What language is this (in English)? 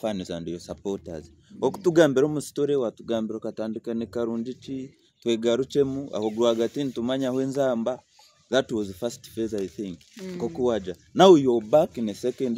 Nyankole